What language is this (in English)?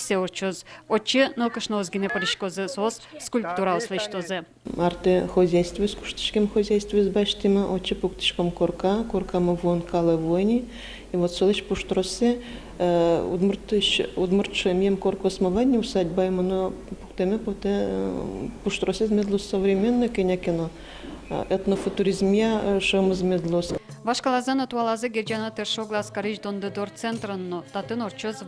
Udmurt